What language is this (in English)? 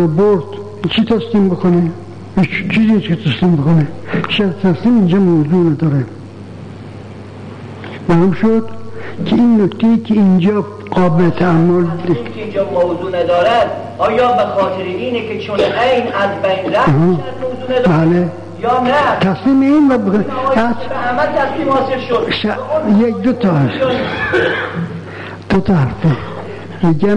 Persian